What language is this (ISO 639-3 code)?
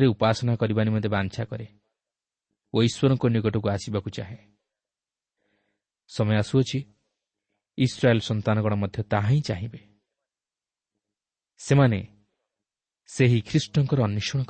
ori